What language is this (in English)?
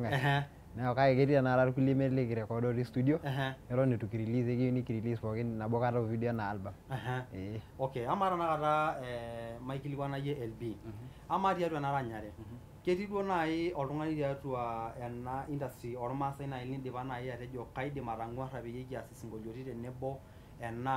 Masai